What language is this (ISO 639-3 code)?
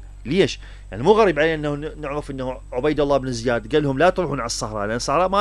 acm